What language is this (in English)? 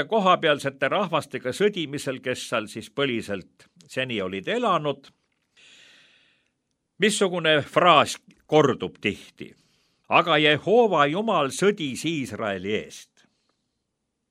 Estonian